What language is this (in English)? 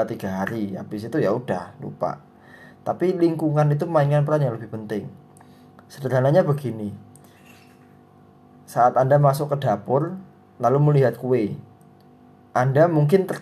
Indonesian